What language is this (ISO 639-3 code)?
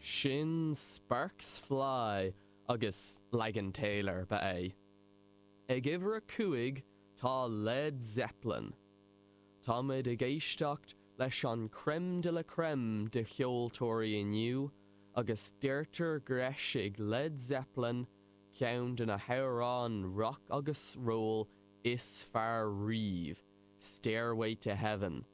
gle